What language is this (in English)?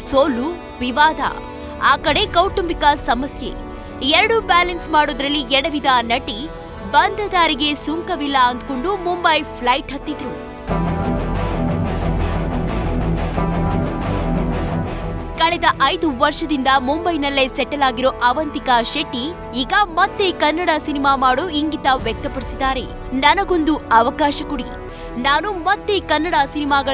Kannada